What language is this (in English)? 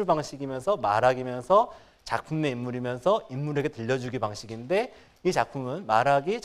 Korean